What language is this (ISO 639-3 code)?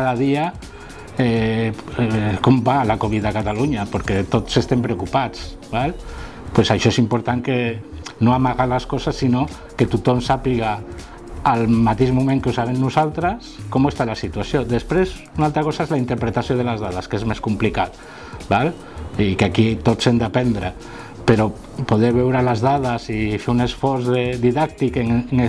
cat